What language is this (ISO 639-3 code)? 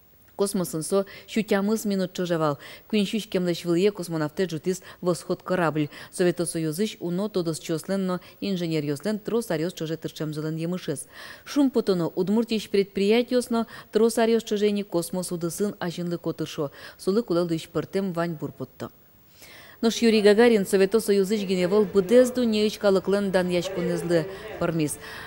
udm